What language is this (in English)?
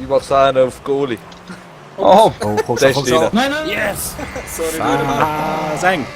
Swiss German